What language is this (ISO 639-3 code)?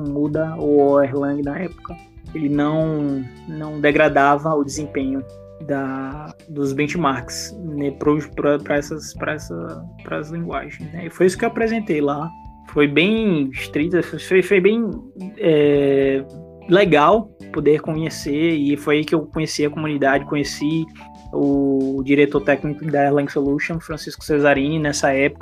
por